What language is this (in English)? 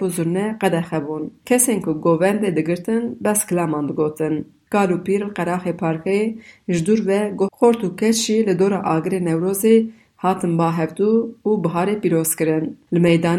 Kurdish